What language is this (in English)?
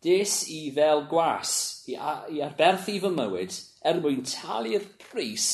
Welsh